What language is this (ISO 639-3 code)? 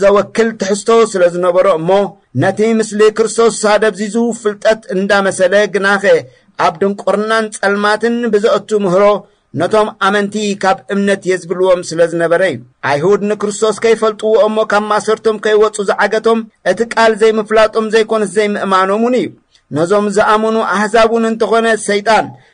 tir